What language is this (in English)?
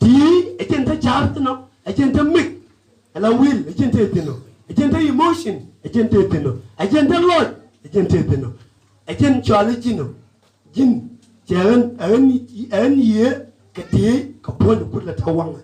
Nuer